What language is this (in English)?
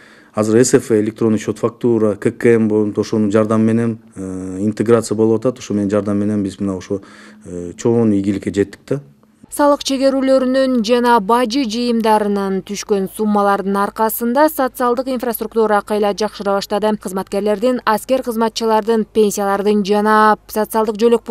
Kyrgyz